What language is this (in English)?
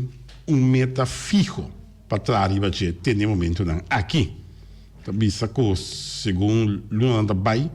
Papiamento